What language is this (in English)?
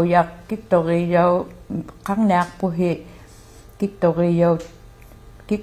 Inuktitut